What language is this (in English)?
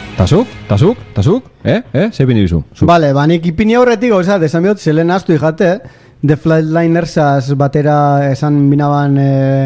Basque